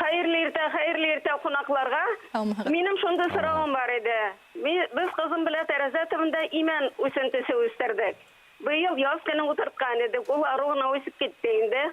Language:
Bashkir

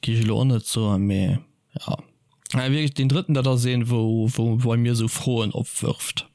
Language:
Luxembourgish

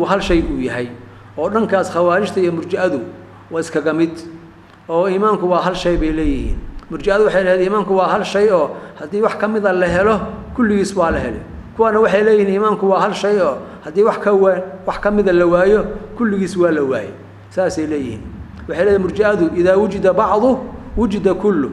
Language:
Somali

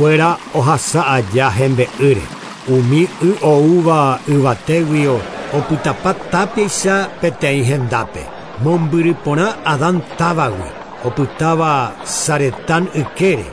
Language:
Guarani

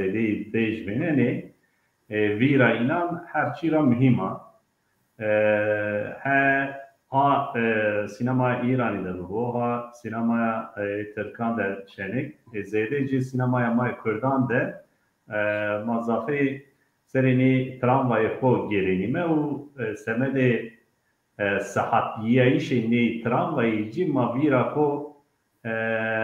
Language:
Zaza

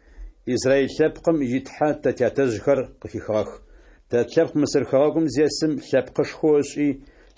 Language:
Adyghe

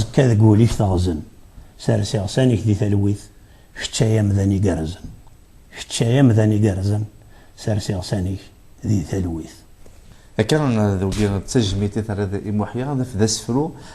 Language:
Kabyle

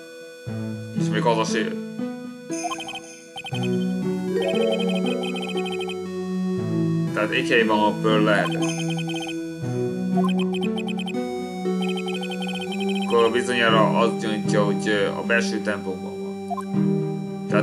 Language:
Hungarian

